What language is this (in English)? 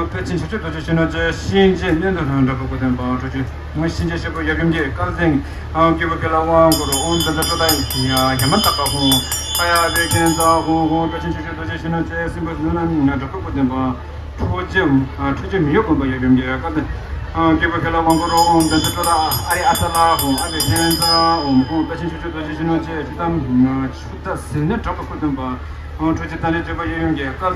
Tibetan